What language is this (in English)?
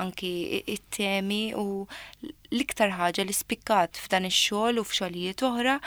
Maltese